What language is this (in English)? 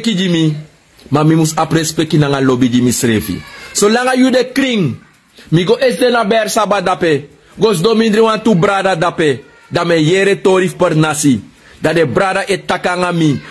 Sranan Tongo